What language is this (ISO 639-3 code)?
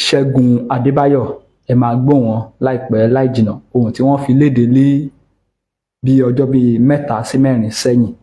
yor